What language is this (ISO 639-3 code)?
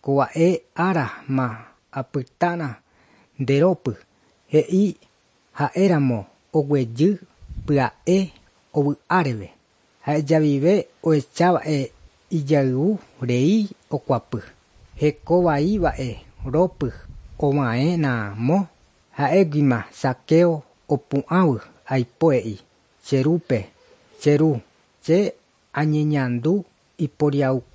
grn